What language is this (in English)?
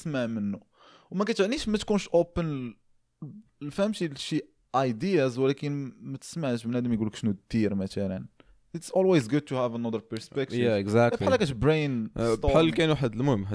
Moroccan Arabic